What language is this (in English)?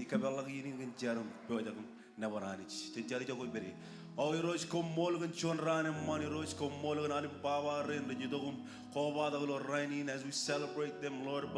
Marshallese